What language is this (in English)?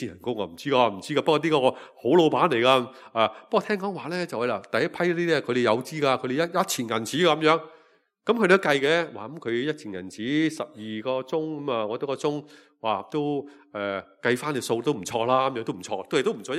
Cantonese